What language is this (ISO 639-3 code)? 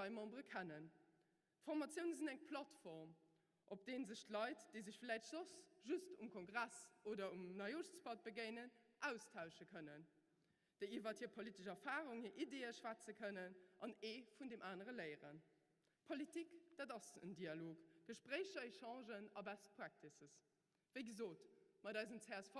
ltz